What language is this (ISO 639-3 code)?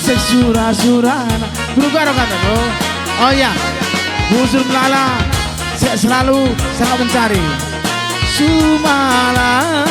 btx